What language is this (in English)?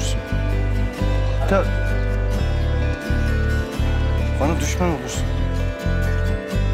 Turkish